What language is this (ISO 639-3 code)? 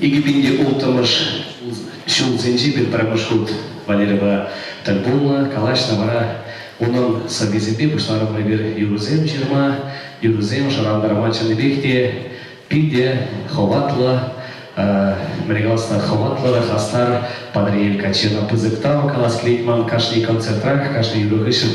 chv